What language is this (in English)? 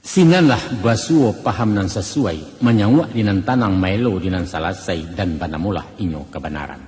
Minangkabau